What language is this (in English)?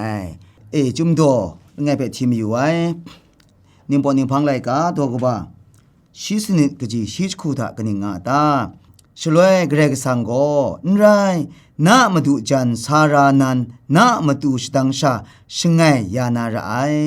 Kachin